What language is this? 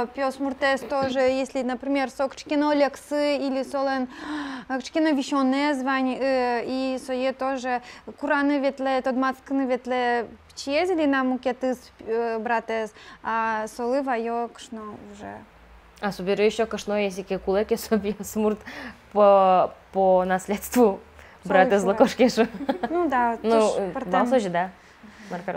Udmurt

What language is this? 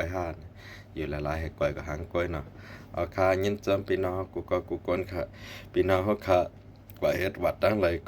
Shan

